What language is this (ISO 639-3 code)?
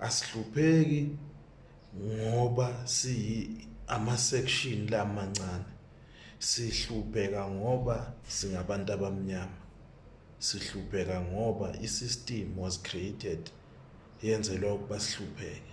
zul